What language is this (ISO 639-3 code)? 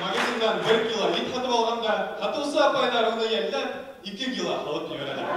bak